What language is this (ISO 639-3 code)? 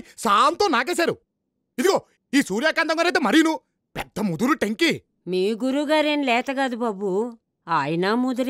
tel